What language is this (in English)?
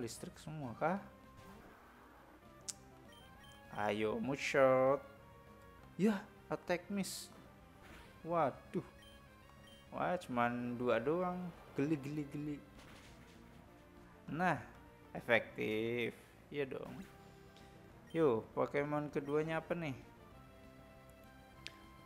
Indonesian